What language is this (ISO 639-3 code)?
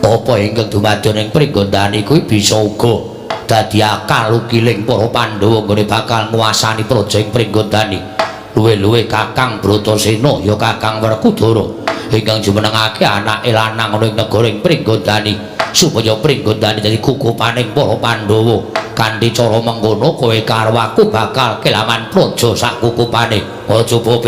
jav